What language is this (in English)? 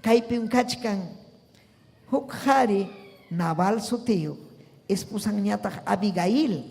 Ayacucho Quechua